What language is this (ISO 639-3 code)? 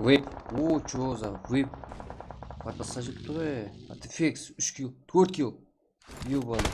kaa